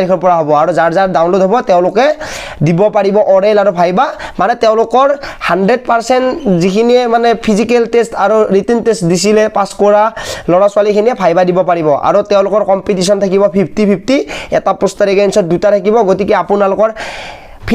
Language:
Assamese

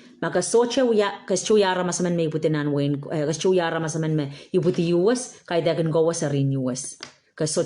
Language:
Pohnpeian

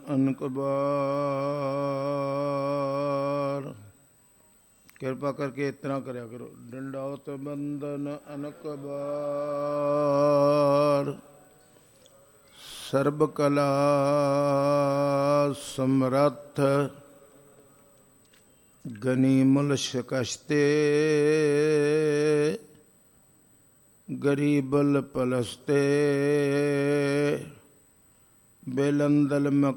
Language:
Punjabi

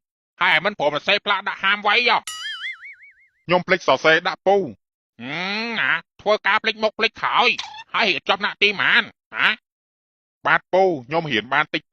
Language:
Khmer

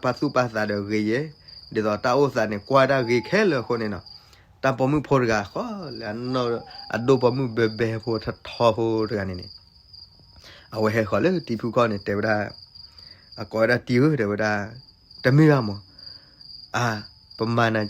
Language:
S'gaw Karen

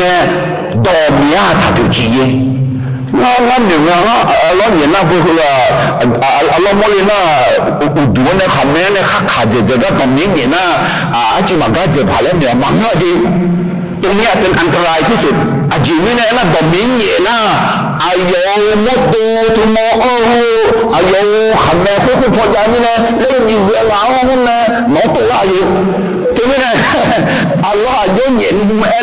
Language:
Akha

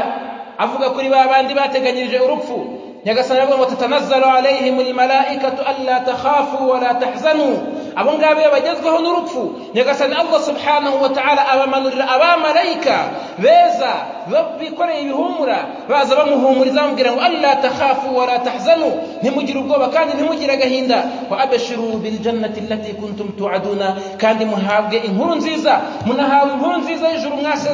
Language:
Kinyarwanda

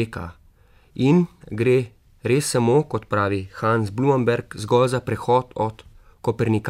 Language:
Slovenian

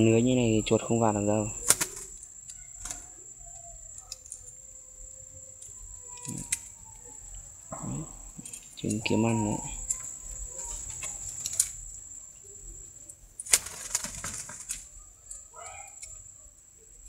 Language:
Vietnamese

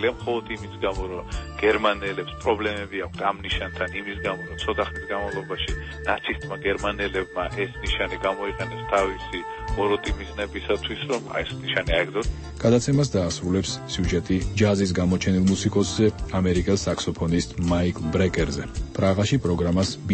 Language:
Georgian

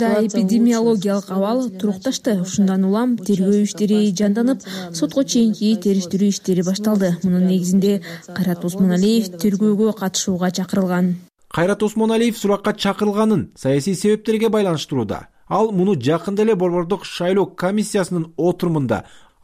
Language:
Kyrgyz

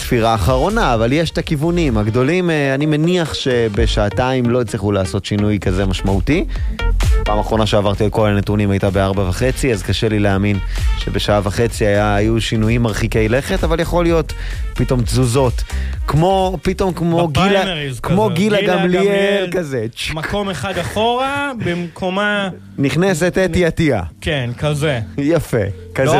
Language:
Hebrew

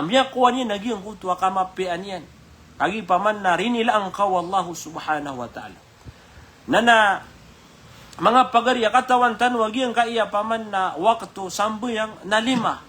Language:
Maranao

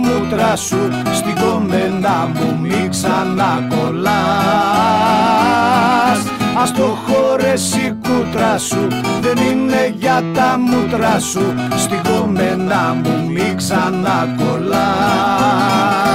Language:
Greek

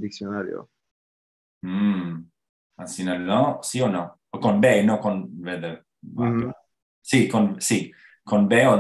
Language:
Ladino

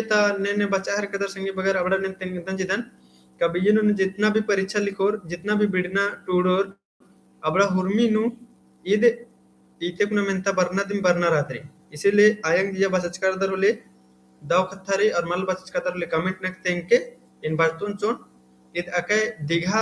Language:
Kurukh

